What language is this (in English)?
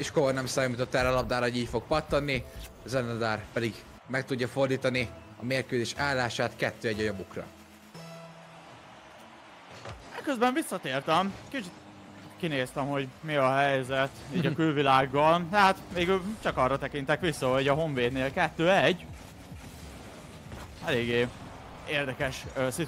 Hungarian